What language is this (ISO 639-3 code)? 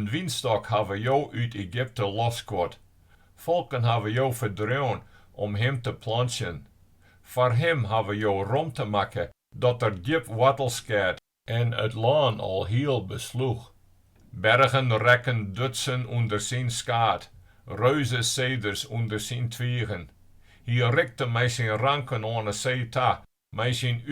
fry